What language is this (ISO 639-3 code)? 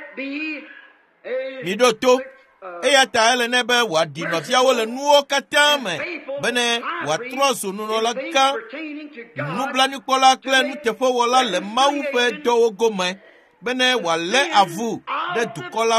ewe